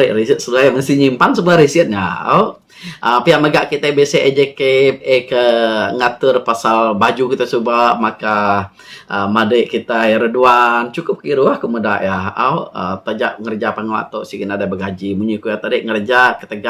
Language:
Iban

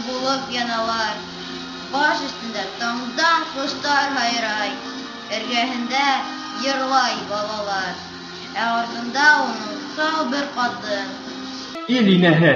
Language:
Bashkir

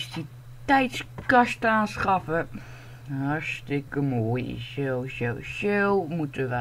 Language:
Dutch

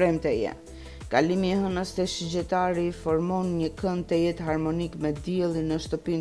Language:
Albanian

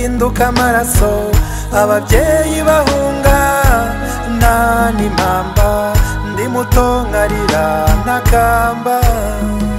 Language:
Kinyarwanda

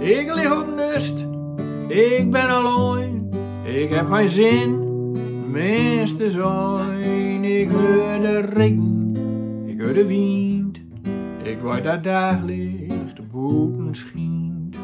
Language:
Gronings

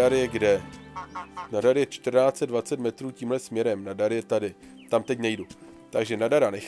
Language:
Czech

